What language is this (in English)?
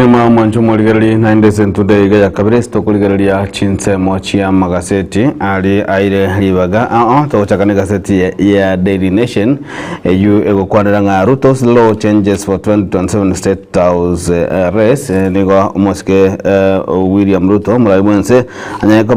Gusii